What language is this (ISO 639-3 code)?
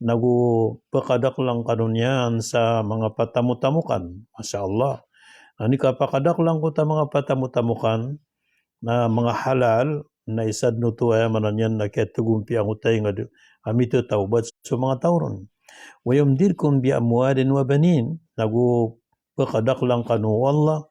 mrw